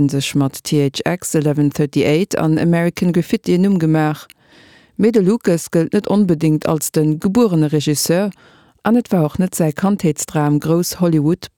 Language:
Luxembourgish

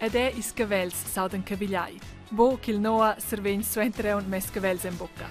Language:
Romansh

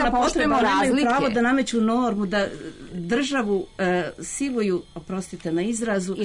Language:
Serbian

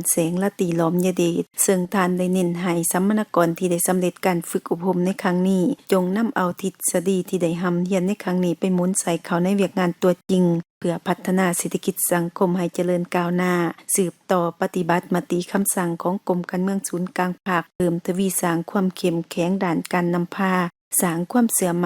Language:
Lao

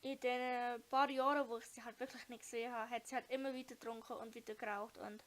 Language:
Swiss German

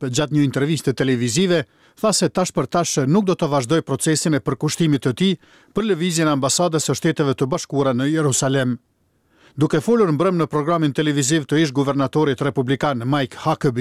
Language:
Albanian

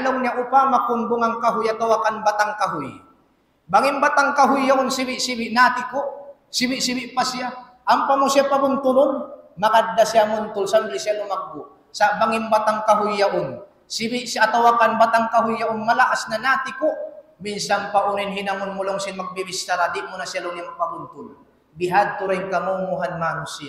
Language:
Tausug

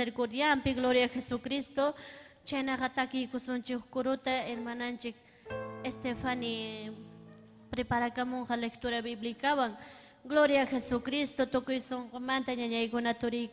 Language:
Ayacucho Quechua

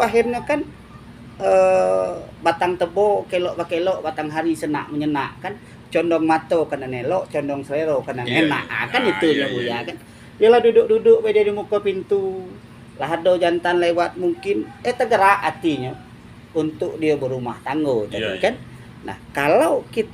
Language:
Minangkabau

